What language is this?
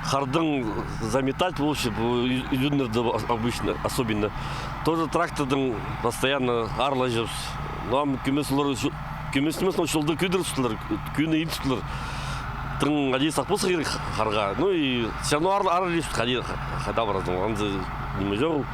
Khakas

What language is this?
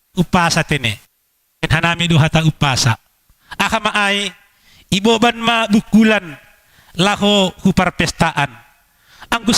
Batak Simalungun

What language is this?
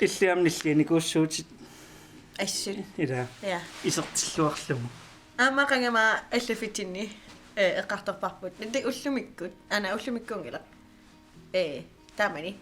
Kalaallisut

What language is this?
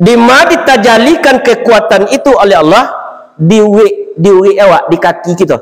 Minangkabau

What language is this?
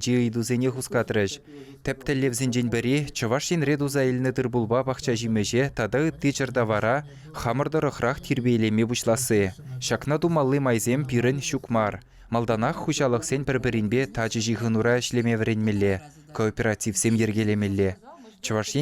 Chuvash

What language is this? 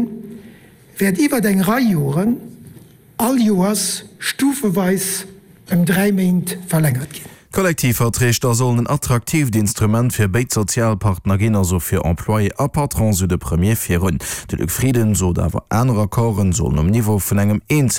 Luxembourgish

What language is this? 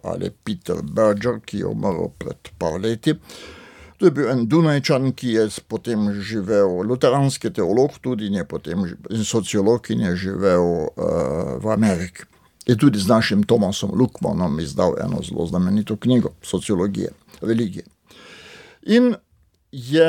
Slovenian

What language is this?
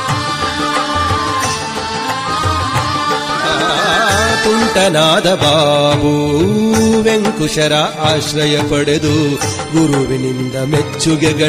Kannada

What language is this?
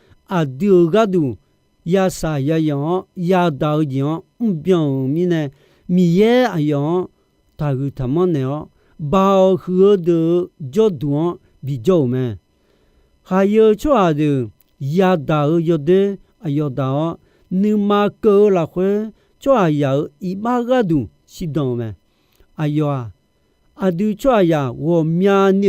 Akha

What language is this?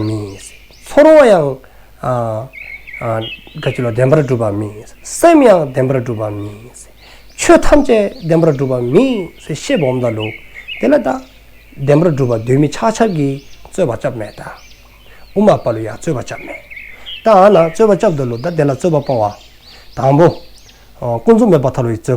Dzongkha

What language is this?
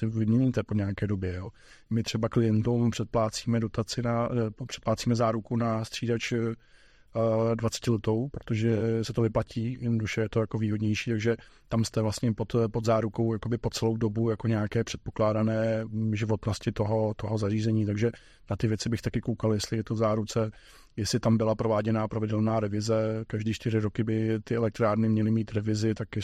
Czech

